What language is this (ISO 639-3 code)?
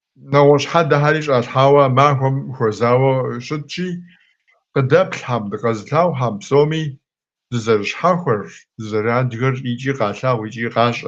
kbd